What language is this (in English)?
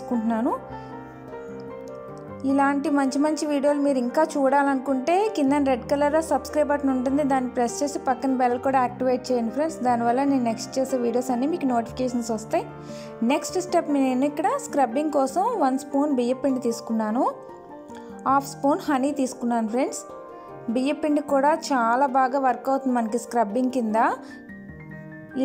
Telugu